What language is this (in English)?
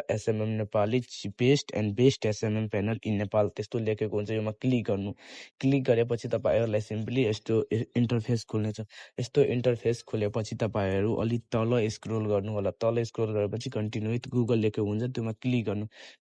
Nepali